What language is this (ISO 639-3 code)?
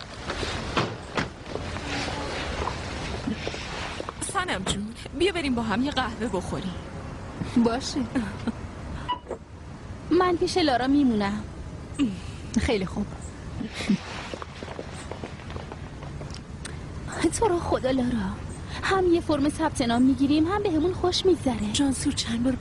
fas